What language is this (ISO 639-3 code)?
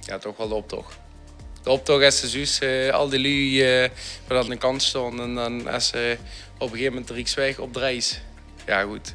lim